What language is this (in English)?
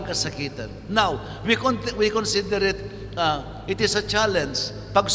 Pampanga